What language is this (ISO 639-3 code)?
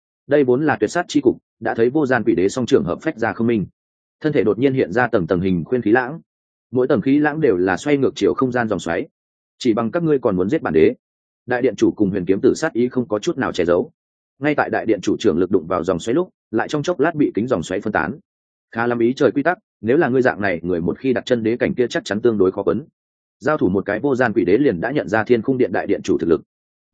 vie